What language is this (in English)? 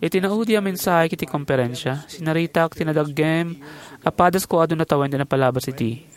Iloko